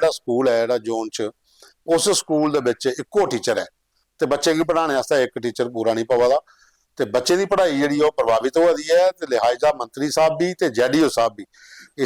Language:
Dogri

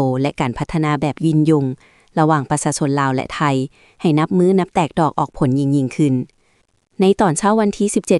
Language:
Lao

